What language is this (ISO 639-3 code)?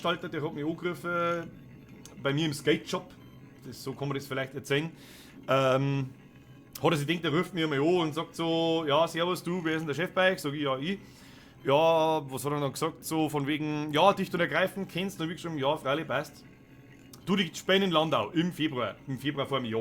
bar